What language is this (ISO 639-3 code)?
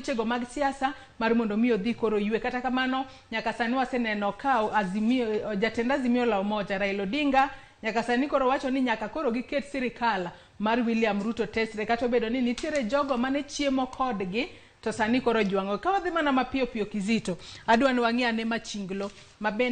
luo